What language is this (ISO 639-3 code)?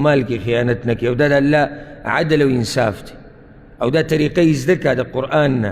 pus